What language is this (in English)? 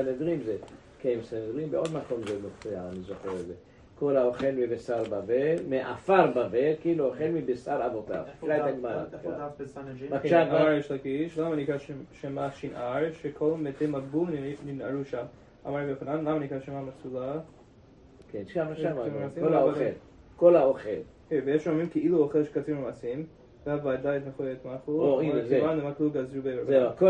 Hebrew